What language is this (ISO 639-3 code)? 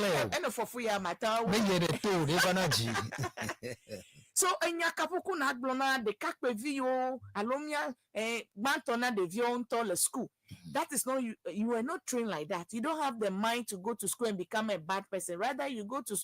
ewe